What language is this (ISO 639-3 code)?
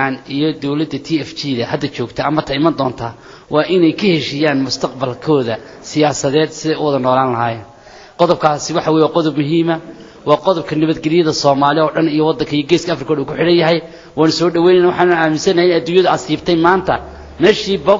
som